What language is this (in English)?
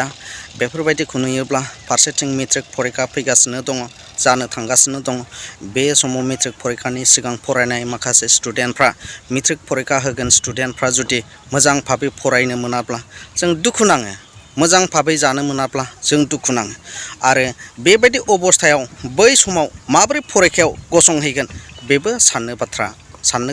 Bodo